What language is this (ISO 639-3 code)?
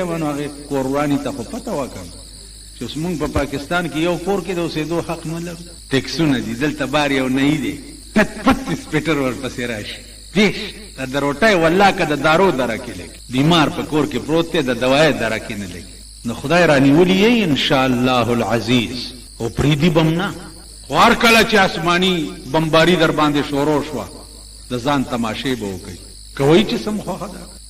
pus